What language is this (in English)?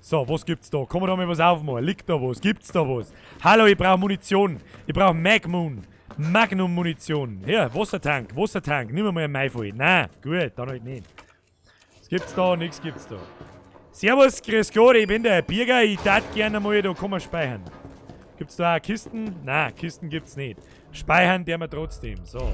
Bavarian